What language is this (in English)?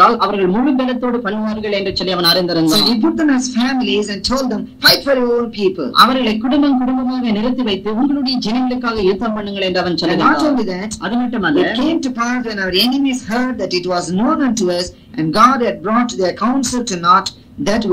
Tamil